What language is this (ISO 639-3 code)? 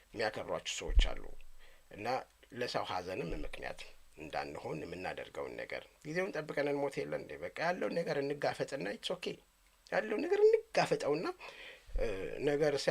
amh